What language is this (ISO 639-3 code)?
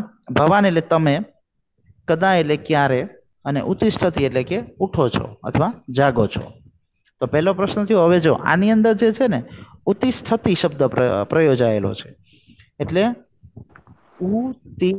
guj